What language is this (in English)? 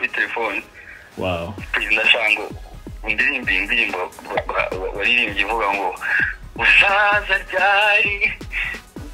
Kinyarwanda